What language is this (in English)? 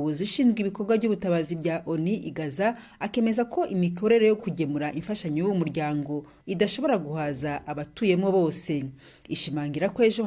Rundi